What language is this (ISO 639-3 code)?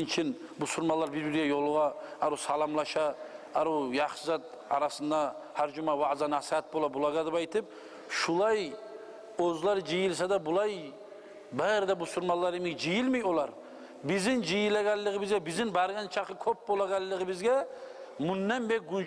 kum